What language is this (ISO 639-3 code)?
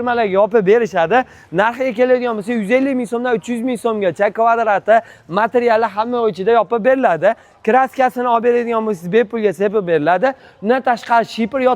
uzb